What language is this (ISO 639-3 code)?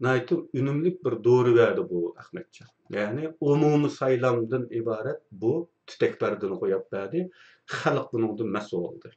uig